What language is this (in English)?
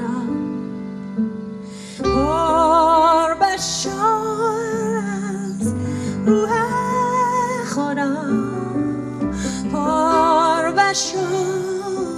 Persian